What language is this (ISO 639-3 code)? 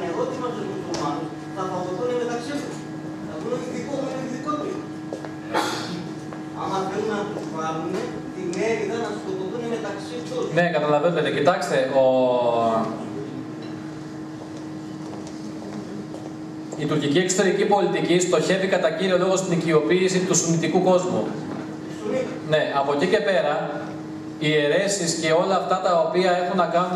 ell